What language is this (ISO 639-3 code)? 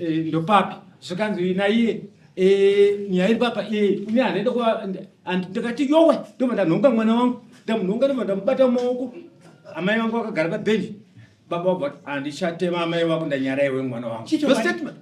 sna